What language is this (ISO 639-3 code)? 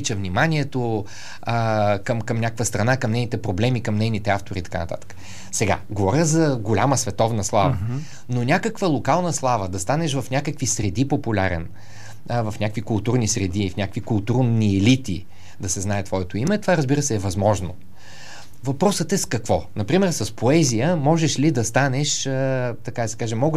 bul